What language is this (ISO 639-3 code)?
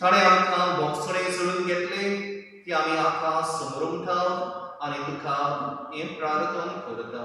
kok